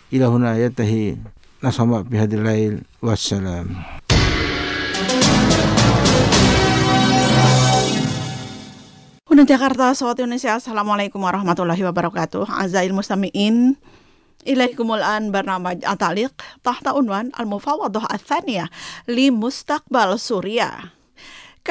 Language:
Indonesian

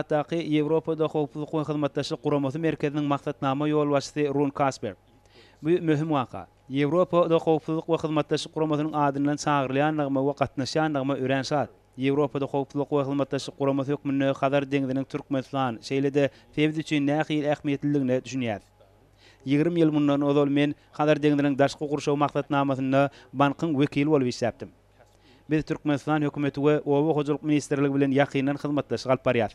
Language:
Turkmen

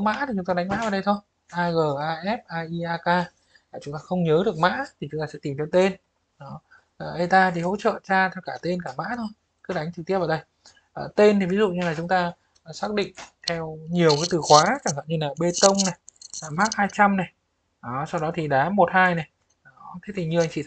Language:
Vietnamese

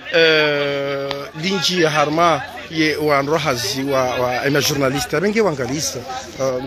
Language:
Swahili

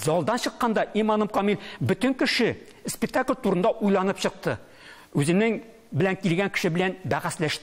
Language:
Tatar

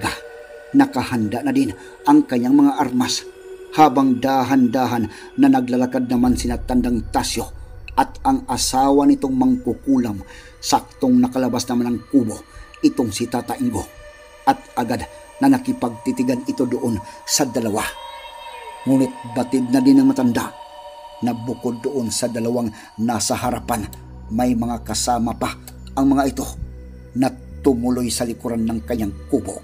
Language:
Filipino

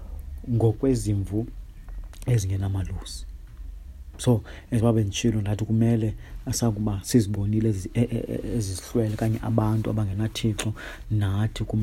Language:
Xhosa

